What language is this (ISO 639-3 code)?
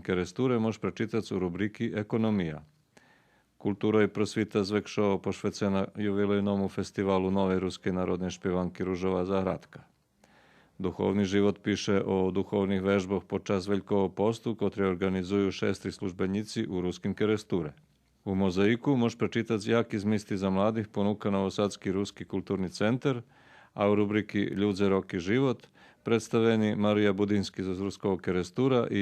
rue